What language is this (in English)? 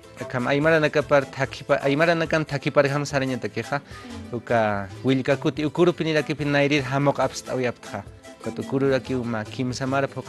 Aymara